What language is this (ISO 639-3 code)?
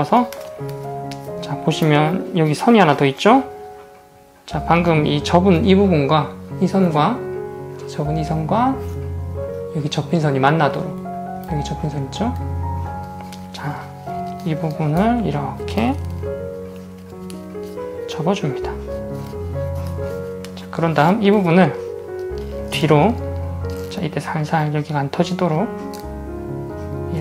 kor